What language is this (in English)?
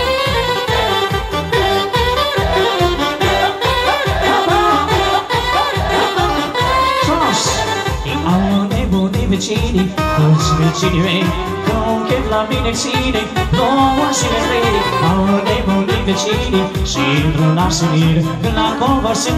Romanian